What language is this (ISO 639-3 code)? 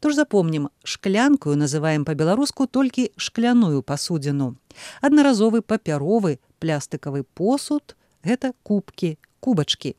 bel